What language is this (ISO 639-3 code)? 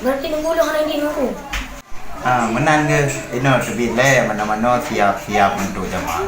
ace